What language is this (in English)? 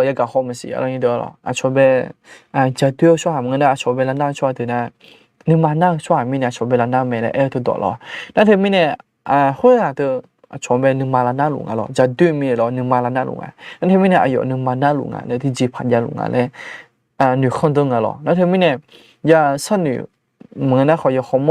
Akha